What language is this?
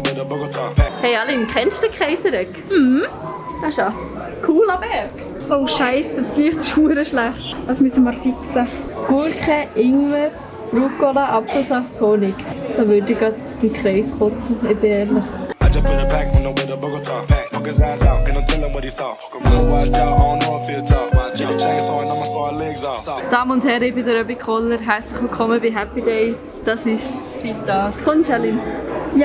Swiss German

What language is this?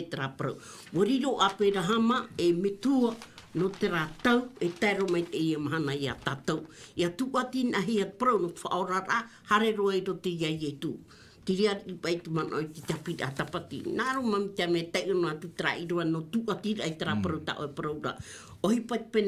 Tahitian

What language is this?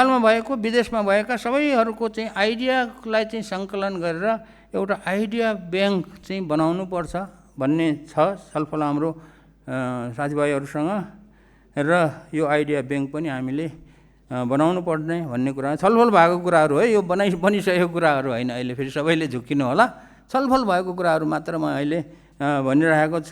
Nepali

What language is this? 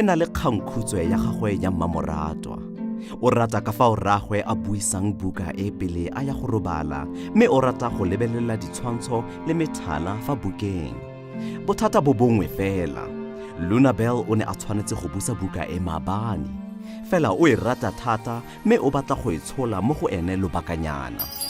Tswana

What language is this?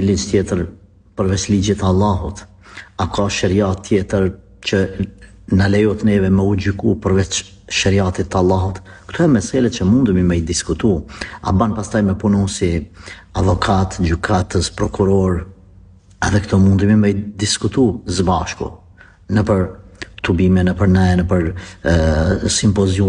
Albanian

